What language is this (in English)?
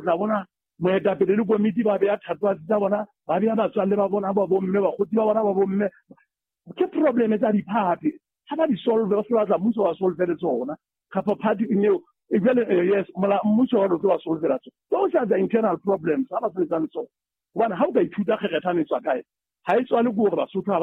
Southern Sotho